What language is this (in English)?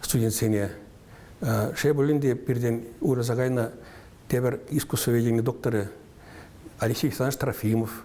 Chuvash